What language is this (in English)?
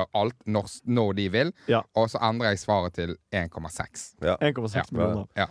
Norwegian